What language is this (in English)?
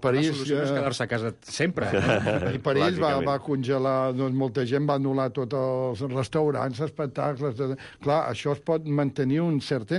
Catalan